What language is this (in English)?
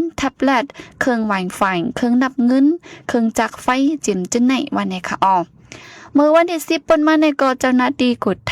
Shan